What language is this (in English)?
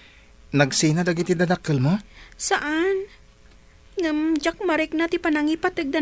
Iloko